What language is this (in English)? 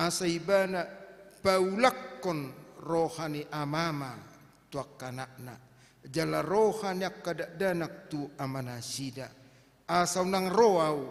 Batak Toba